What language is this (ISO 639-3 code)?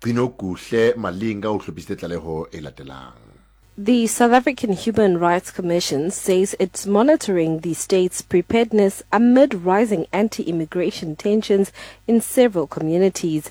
sot